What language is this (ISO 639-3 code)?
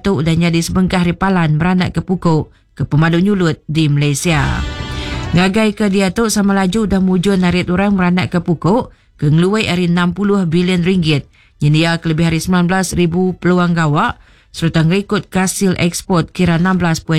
iba